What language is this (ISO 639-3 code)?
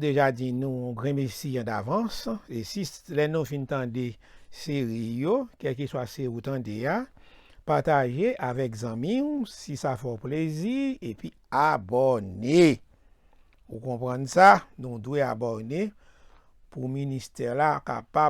hat